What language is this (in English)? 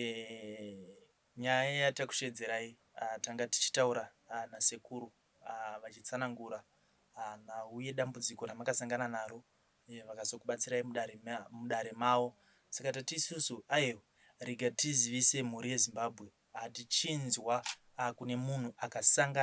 Shona